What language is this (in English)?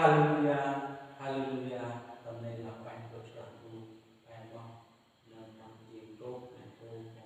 Central Mnong